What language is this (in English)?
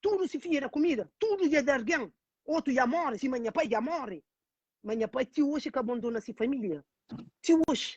Kabuverdianu